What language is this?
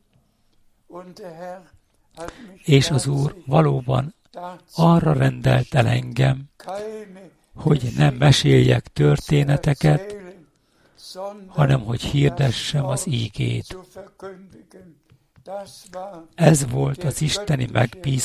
Hungarian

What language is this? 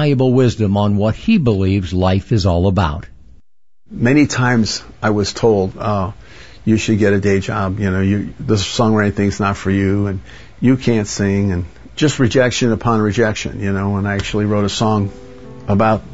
English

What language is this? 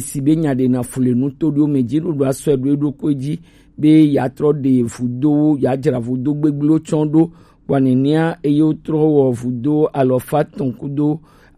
Gen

